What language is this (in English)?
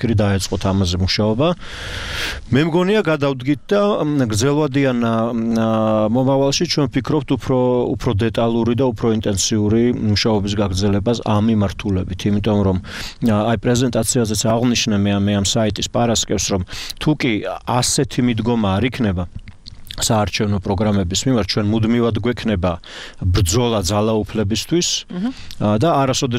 Georgian